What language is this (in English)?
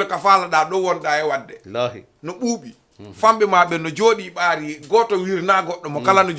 Fula